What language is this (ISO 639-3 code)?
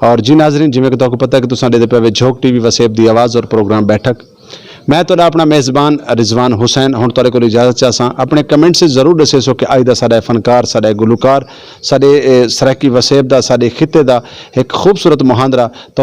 skr